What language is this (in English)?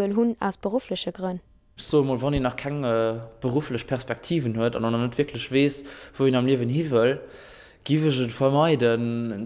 Luxembourgish